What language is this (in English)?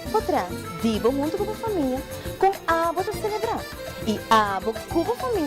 Papiamento